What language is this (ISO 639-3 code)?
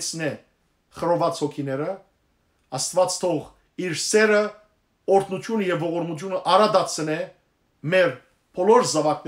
hyw